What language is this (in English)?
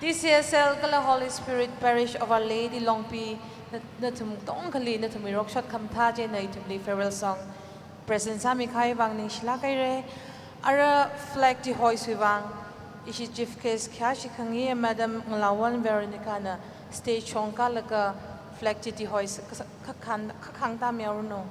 Tangkhul Naga (India)